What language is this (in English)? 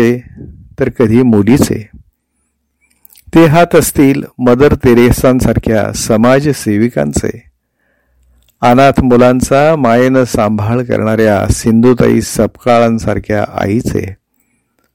Marathi